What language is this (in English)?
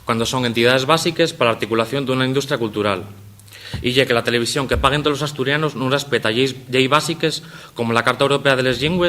Asturian